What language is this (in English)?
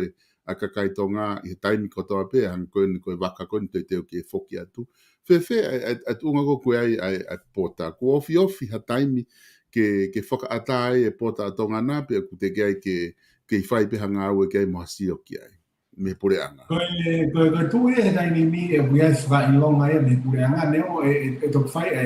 Tongan